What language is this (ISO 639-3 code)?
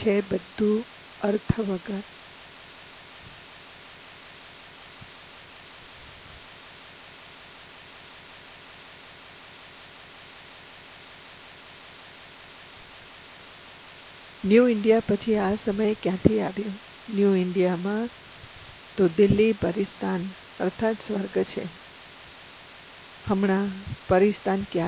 guj